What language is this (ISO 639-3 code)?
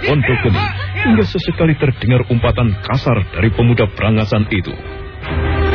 ind